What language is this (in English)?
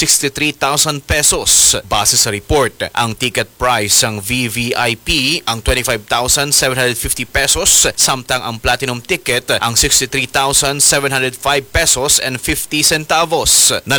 Hiligaynon